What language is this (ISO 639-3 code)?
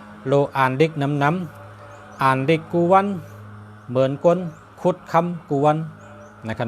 shn